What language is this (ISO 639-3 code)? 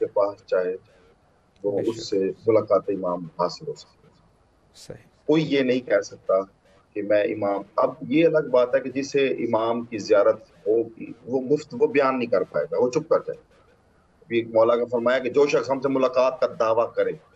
urd